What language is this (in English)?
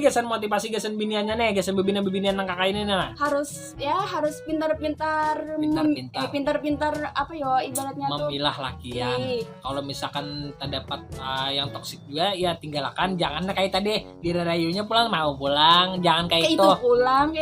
Banjar